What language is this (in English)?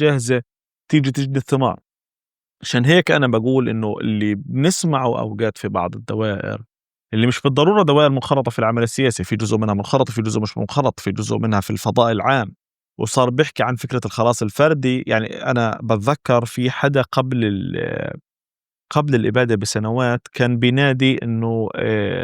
North Levantine Arabic